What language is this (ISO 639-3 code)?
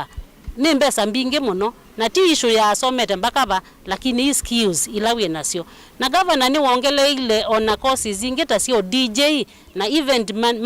kam